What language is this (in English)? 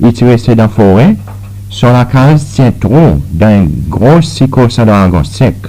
Seselwa Creole French